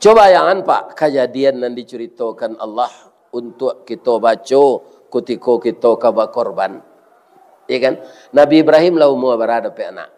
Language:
Minangkabau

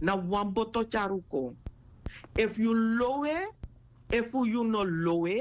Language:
Sranan Tongo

